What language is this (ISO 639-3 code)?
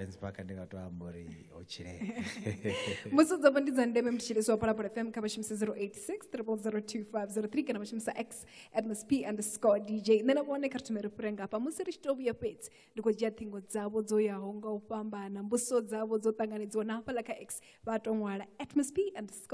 ven